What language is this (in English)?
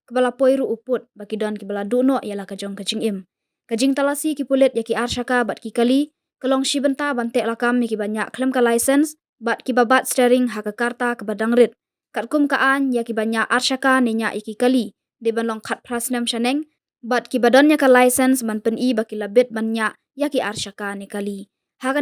Khasi